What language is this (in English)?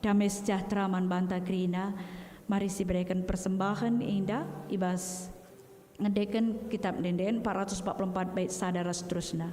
Batak Karo